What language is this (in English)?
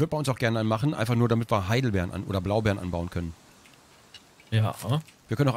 German